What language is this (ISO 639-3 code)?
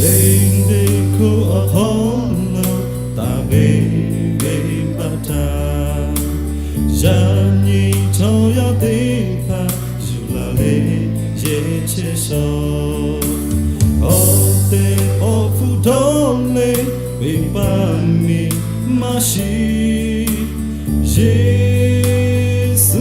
lhu